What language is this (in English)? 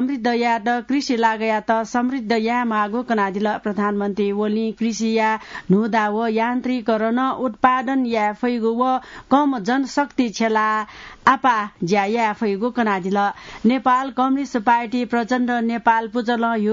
Newari